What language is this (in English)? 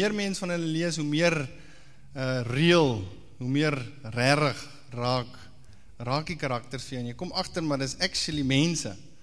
Afrikaans